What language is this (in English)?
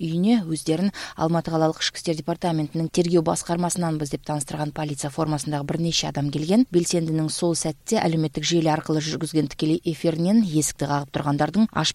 Kyrgyz